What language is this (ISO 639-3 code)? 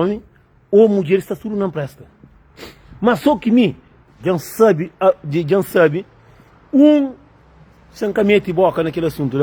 kea